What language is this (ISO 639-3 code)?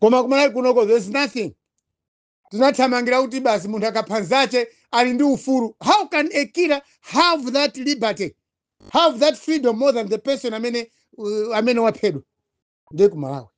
nya